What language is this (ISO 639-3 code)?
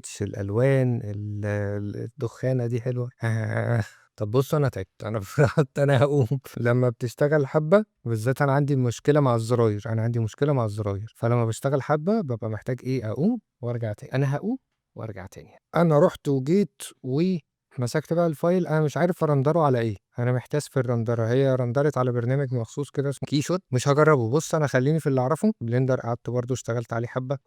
arz